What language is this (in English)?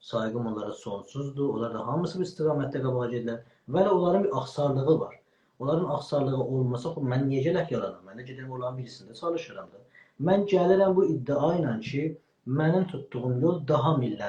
South Azerbaijani